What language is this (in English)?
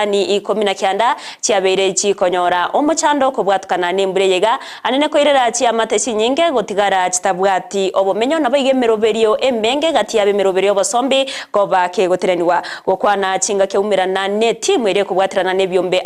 Gusii